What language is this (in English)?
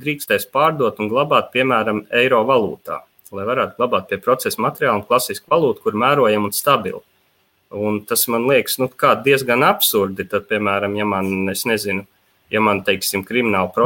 Latvian